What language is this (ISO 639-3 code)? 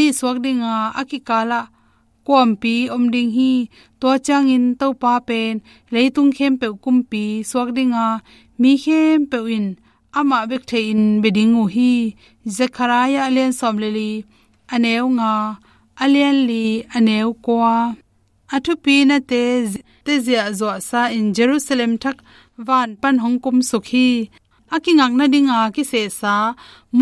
ctd